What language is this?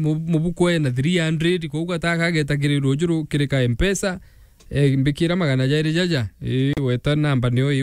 Meru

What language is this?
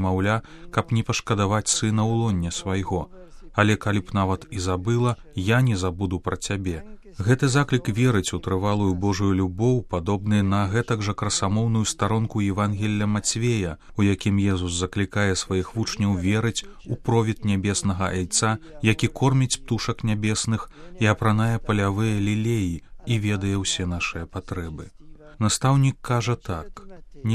Belarusian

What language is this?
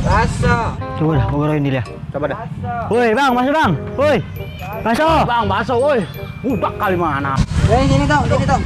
Betawi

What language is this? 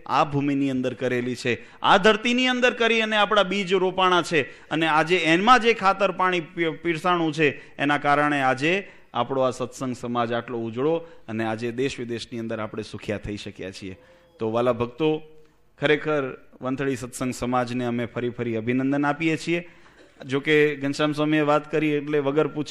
Gujarati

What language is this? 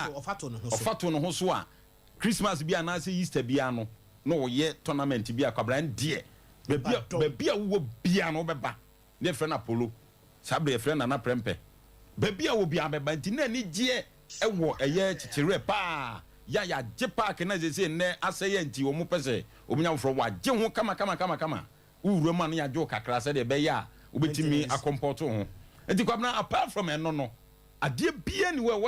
Akan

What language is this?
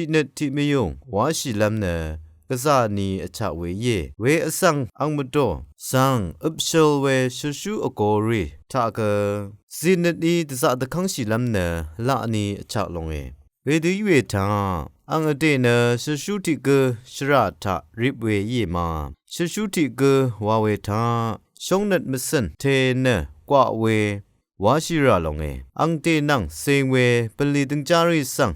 Rawang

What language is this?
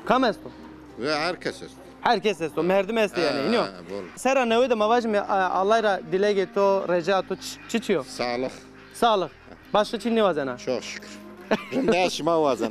Zaza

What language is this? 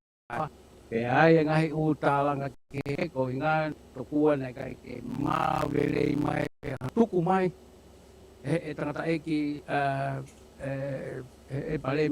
Tongan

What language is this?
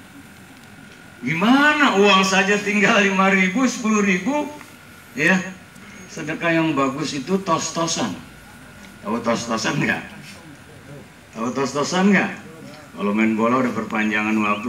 Indonesian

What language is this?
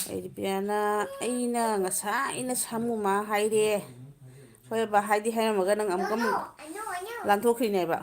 Manipuri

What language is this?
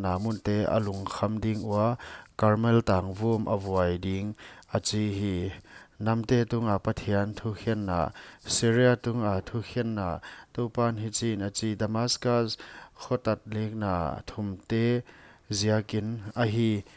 Paite Chin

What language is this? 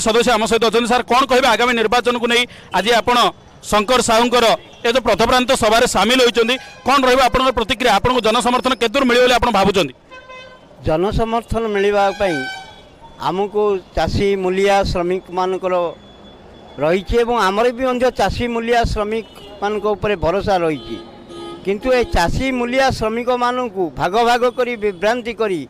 Odia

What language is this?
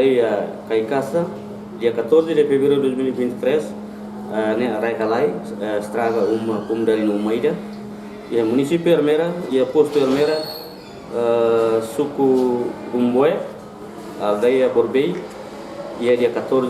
Tetum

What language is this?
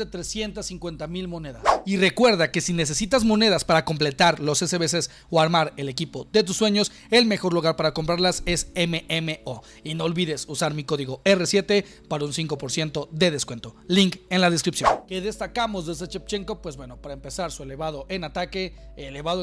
Spanish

